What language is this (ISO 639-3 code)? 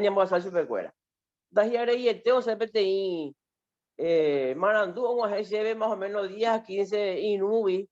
grn